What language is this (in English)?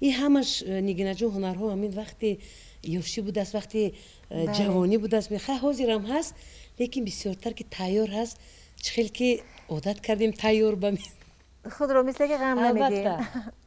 Tajik